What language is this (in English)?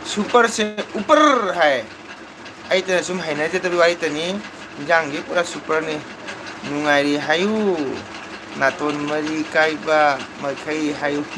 Manipuri